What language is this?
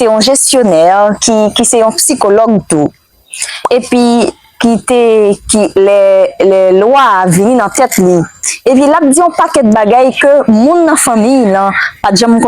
Haitian Creole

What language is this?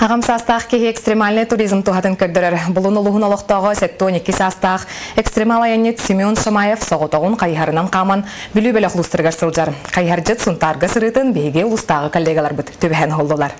Yakut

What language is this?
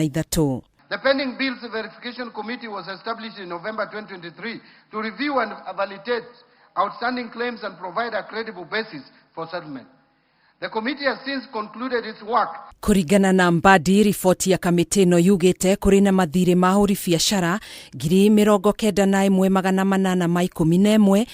Kikuyu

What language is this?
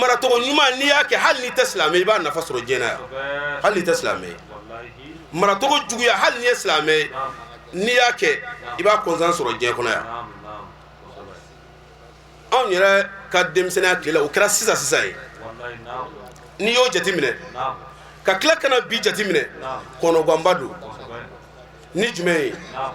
Bambara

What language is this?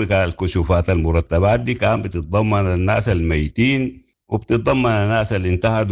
Sudanese Arabic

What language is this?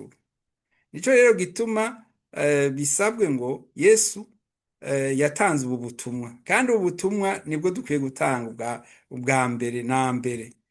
Rundi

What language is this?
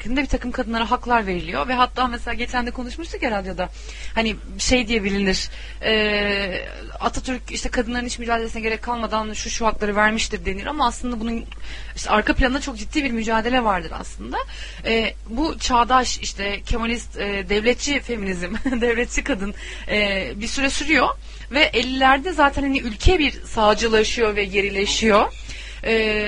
Turkish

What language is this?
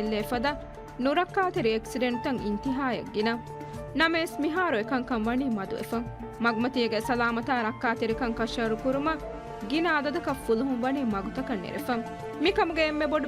Divehi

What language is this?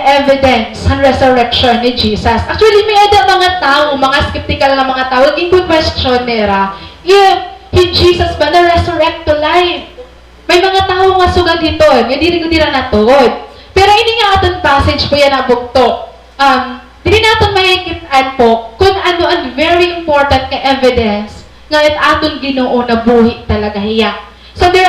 Waray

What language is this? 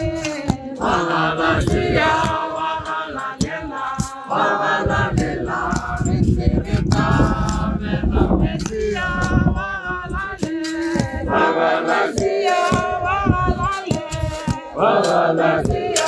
Tswana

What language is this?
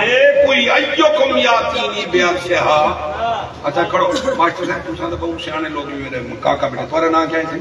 Saraiki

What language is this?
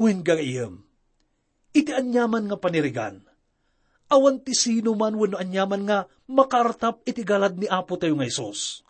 Iloko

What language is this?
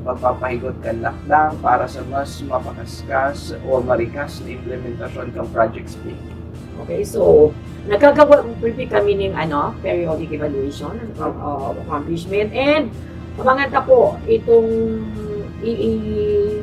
Bikol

